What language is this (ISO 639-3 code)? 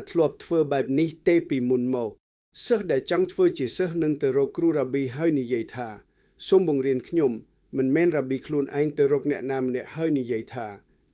khm